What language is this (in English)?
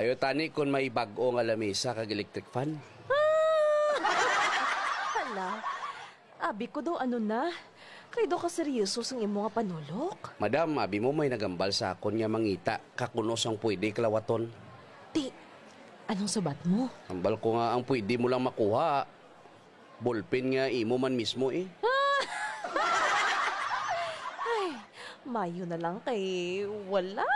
Hiligaynon